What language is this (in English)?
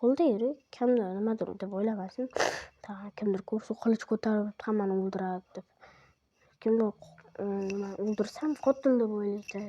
Uzbek